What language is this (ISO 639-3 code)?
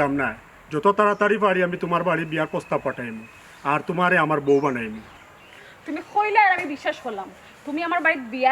syl